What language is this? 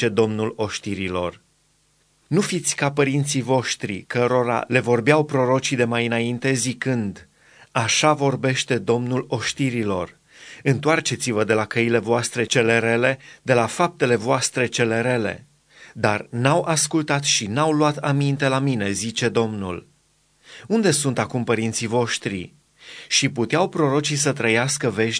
Romanian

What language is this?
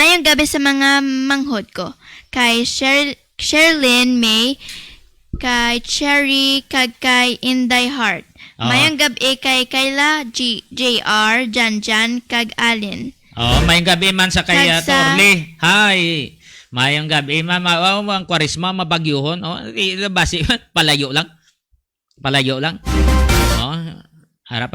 Hiligaynon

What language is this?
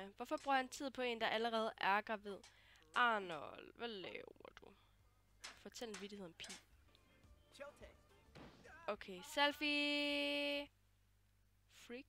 Danish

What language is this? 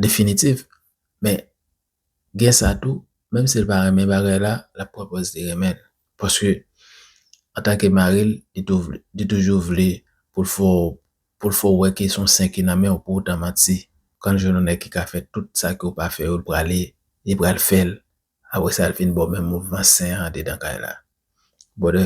Haitian Creole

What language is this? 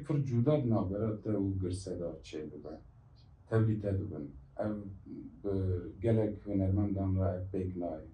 Kurdish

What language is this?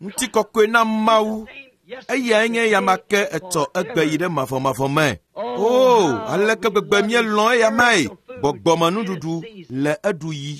Ewe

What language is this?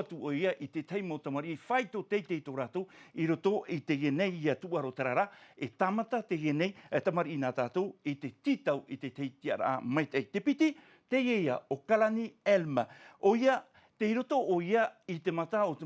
Tahitian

